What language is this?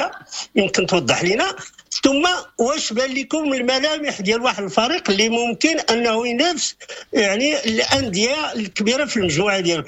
Moroccan Arabic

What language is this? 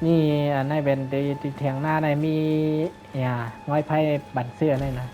Shan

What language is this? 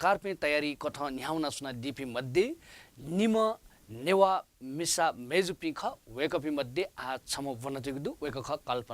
Newari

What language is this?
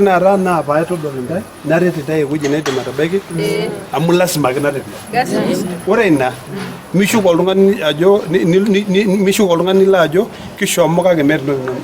Masai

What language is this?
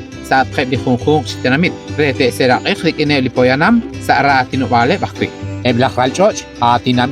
Kekchí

